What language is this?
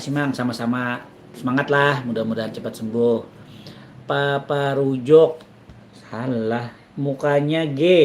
Banjar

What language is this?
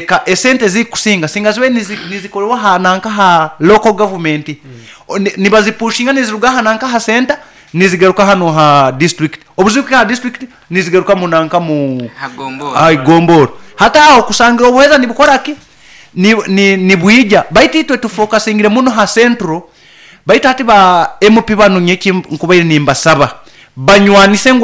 Nyoro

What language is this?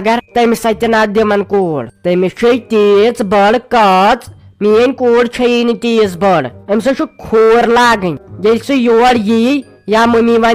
Kashmiri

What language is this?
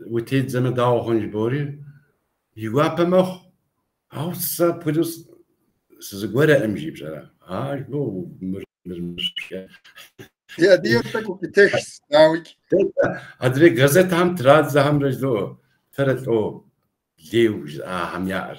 Kabardian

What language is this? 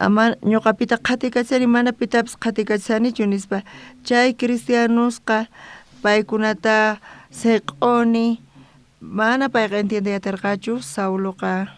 South Bolivian Quechua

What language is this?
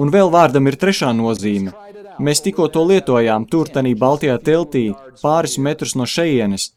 Latvian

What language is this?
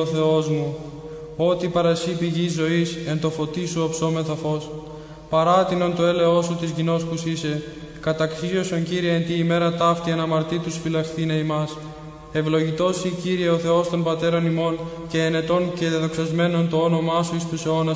Greek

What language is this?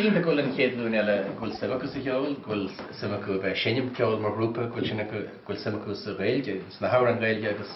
Irish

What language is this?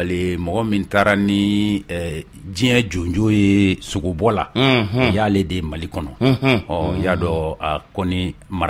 Bambara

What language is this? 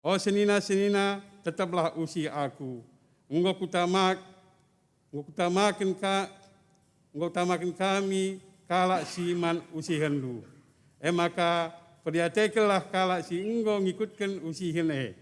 Batak Karo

